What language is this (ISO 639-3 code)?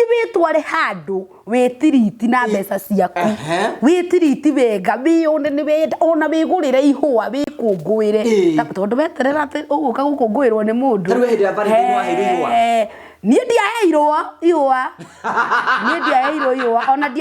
kik